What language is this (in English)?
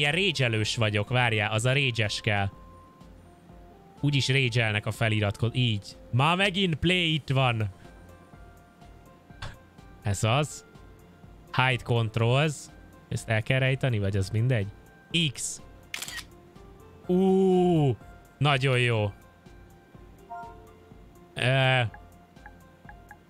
Hungarian